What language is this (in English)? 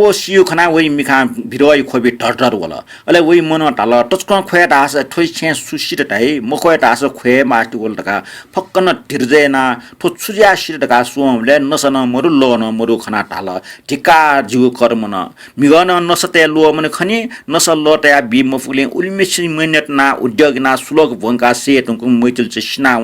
Newari